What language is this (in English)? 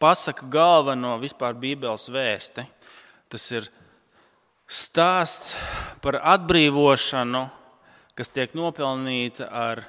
Latvian